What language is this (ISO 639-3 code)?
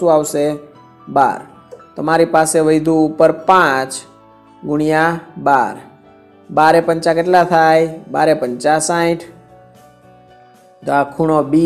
guj